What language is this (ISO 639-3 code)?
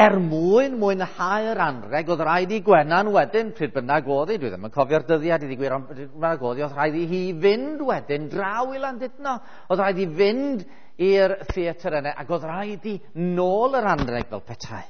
cym